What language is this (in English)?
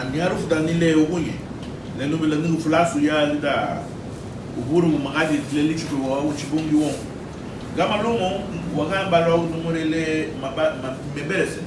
Garifuna